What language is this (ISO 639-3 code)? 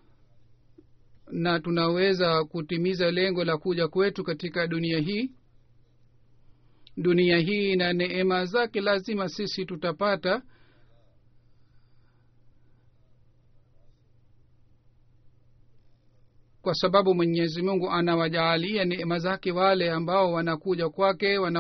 swa